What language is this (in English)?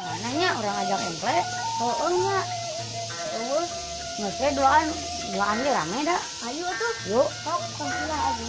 Sundanese